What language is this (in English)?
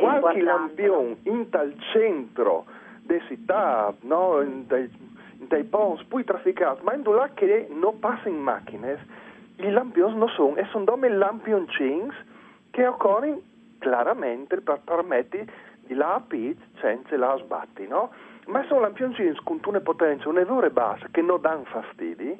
Friulian